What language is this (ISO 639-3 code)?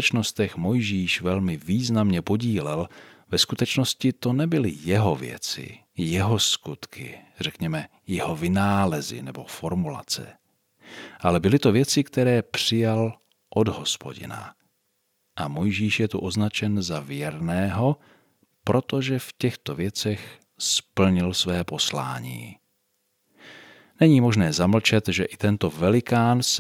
ces